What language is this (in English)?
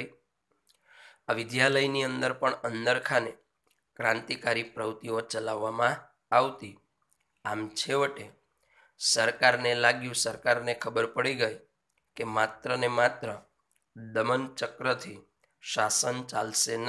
Gujarati